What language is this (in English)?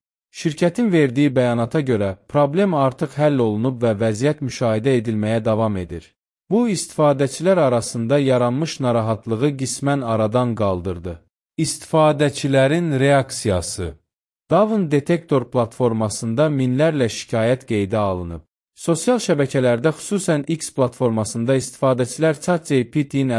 Azerbaijani